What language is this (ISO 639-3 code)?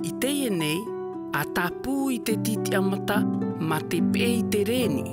tah